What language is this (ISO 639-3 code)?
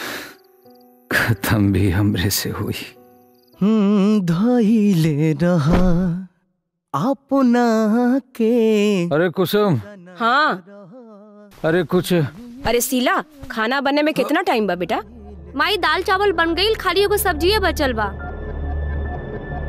bho